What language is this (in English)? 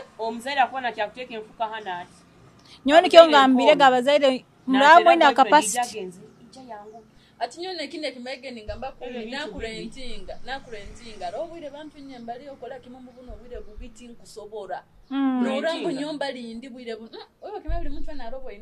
Nyoro